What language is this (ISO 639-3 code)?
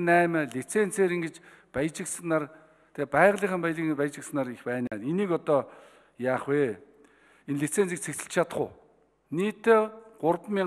mon